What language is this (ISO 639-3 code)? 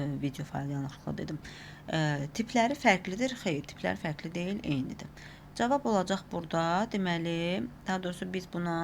aze